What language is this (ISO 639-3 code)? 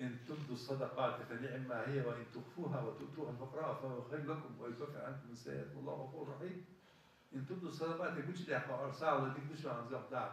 inh